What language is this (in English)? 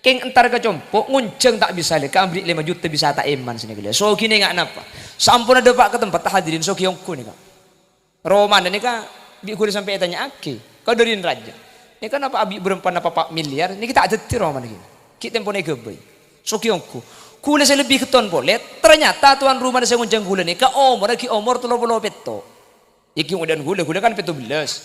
Madurese